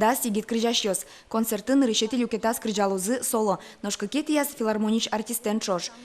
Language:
Udmurt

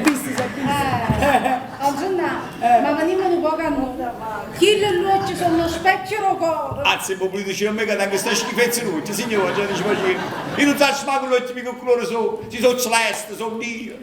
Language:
Neapolitan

